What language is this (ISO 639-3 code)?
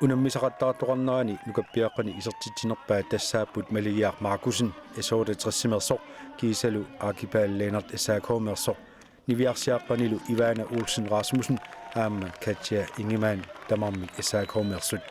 kal